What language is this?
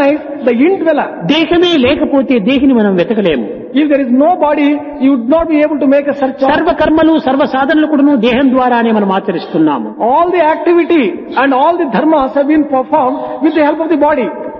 Telugu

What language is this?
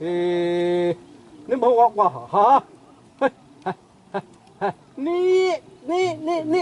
Xavánte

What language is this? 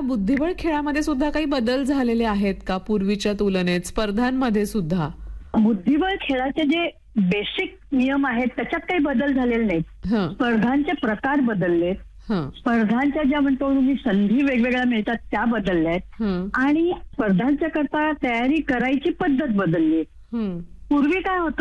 Marathi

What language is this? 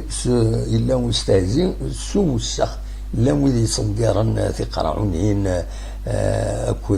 Kabyle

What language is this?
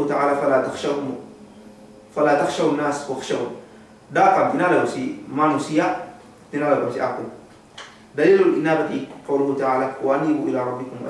Yakan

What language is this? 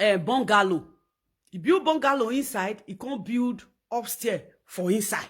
Nigerian Pidgin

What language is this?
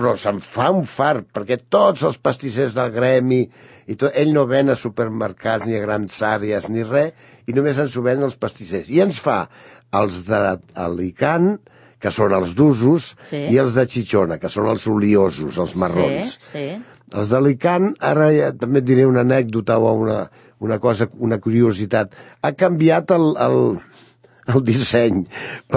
Catalan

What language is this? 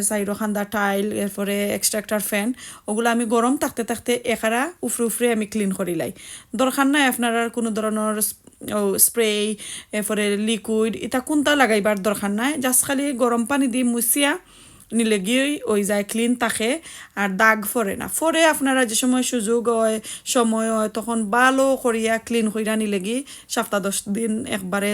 Sylheti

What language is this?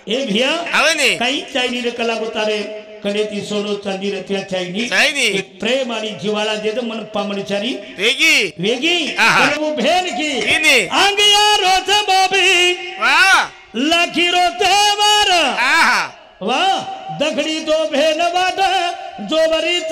Lambadi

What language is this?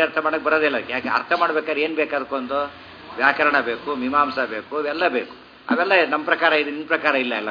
Kannada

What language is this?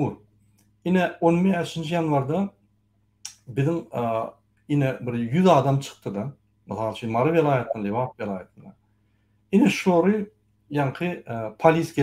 Turkmen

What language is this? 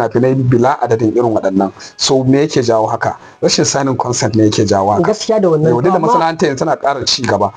Hausa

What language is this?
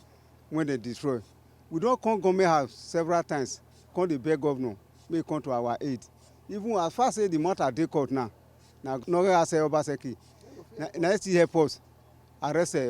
Nigerian Pidgin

